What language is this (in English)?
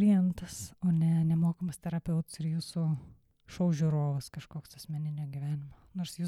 Lithuanian